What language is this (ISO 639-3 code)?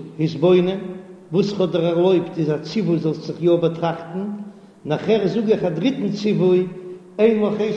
yid